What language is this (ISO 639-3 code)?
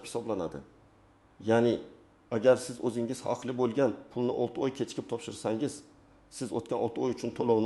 uzb